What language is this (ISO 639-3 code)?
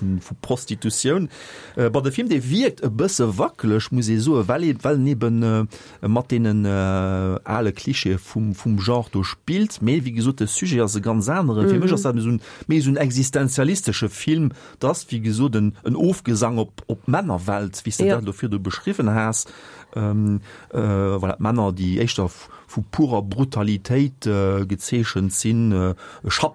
ltz